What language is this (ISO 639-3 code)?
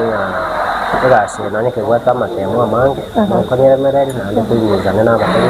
guz